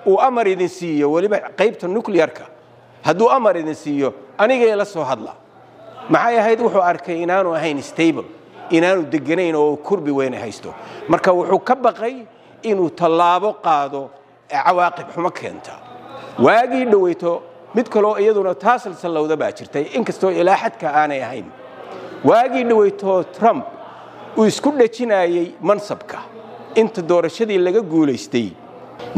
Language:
Somali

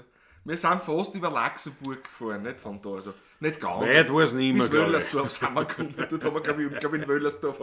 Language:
Bavarian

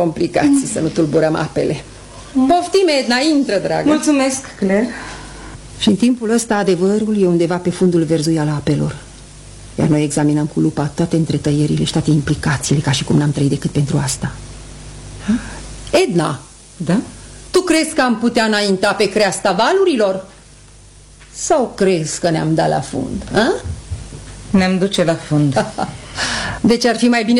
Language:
Romanian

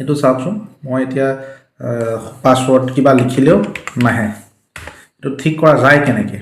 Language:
Assamese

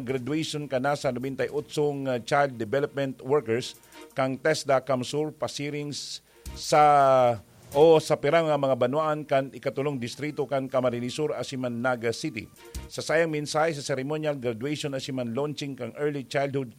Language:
Bikol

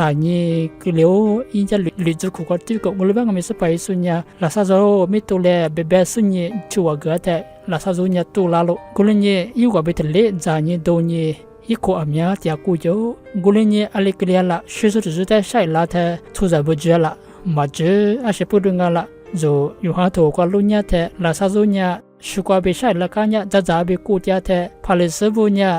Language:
Lisu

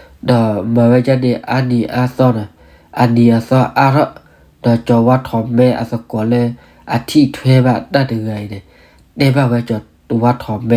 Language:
S'gaw Karen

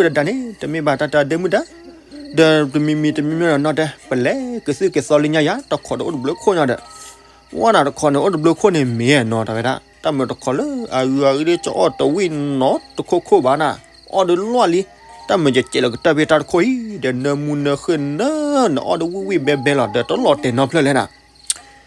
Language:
S'gaw Karen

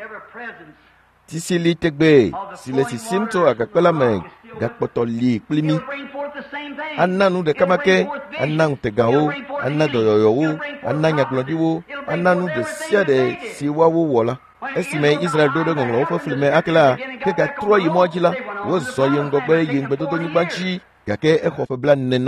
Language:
Ewe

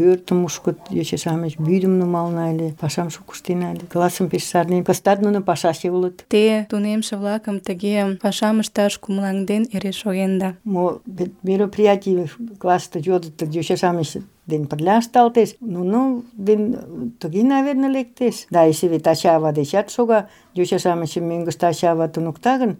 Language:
Mari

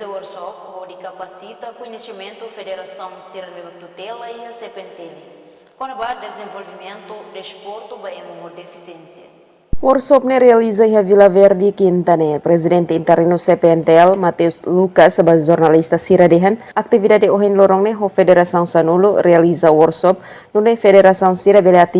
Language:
Tetum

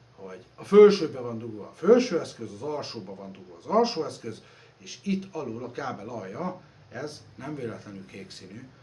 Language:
Hungarian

